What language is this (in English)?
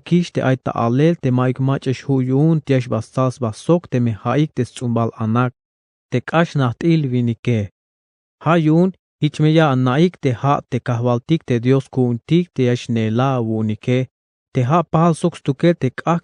Tzeltal